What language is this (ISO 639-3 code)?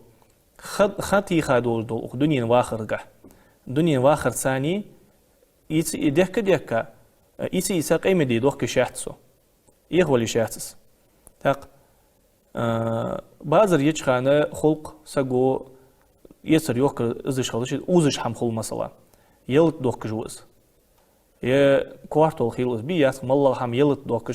inh